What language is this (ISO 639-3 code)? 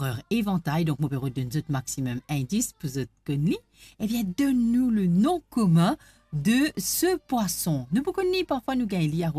mfe